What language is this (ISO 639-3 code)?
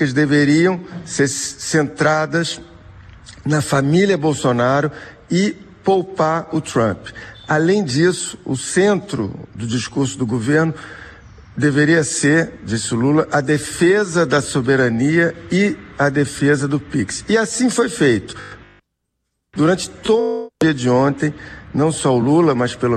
por